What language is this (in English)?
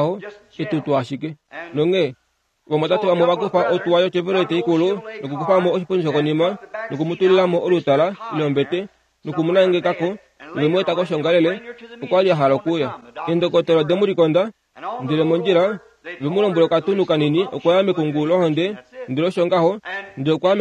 Kuanyama